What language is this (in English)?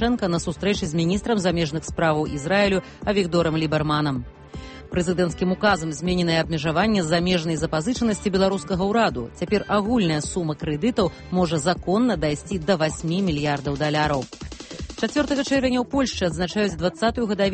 Belarusian